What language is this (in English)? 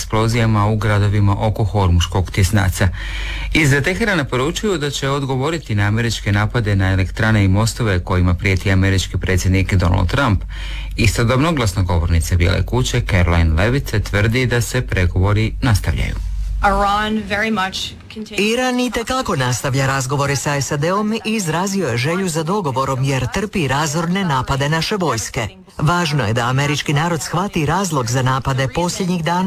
Croatian